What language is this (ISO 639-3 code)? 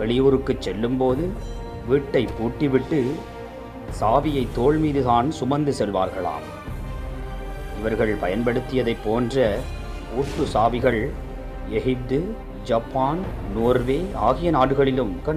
tam